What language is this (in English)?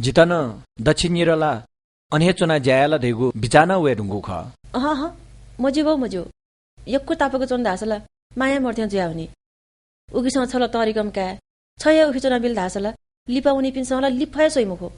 Newari